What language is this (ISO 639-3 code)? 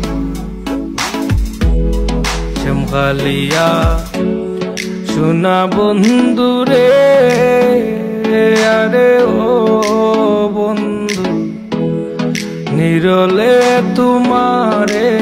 ben